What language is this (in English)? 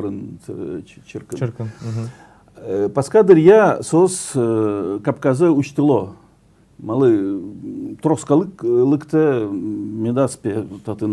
Udmurt